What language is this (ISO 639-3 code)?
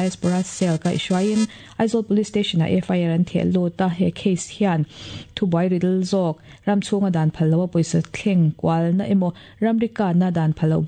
lus